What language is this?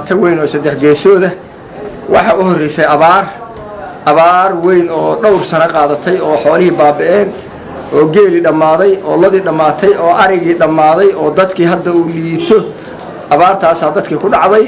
Somali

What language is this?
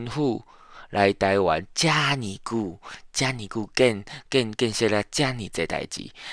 Min Nan Chinese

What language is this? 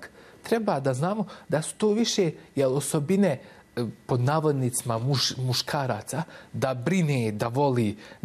Bosnian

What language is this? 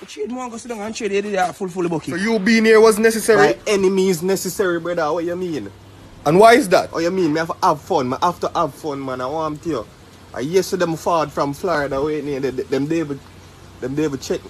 Jamaican Creole English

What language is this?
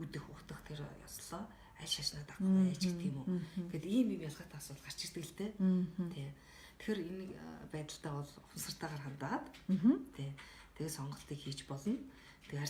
Mongolian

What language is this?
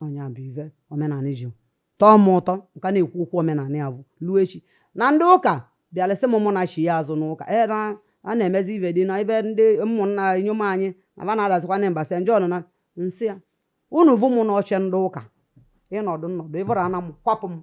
Igbo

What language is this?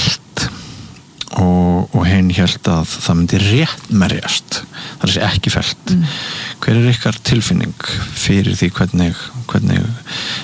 Icelandic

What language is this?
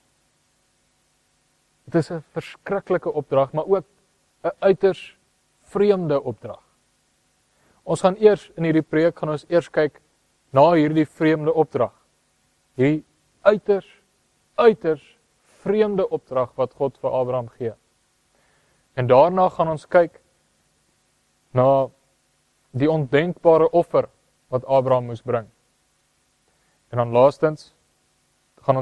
Afrikaans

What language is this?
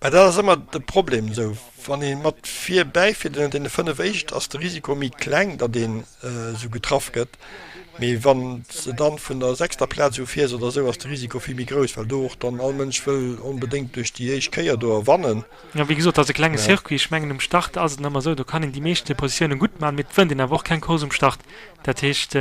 Luxembourgish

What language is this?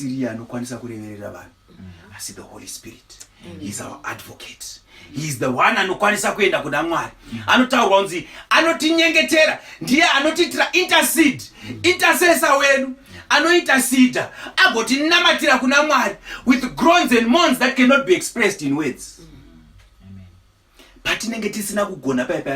Shona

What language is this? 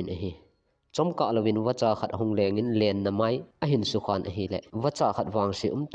Thado Chin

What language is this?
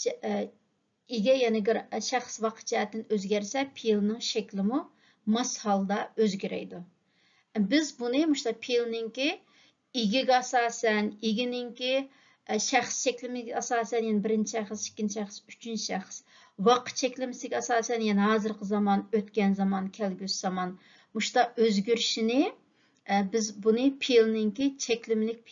Uyghur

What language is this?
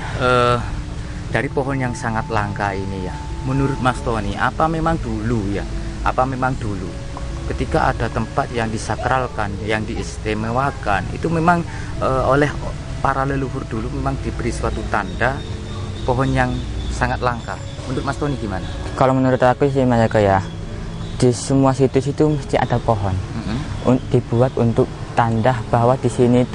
Indonesian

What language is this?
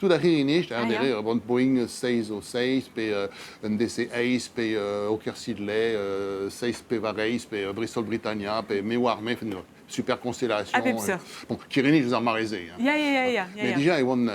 Breton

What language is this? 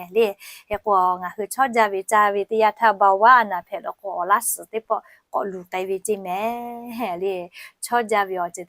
Lahu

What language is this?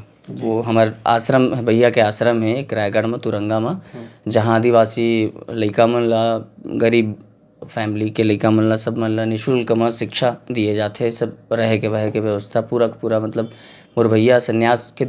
Chhattisgarhi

